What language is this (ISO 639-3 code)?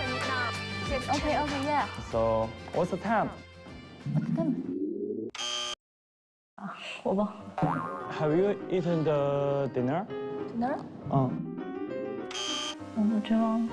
zho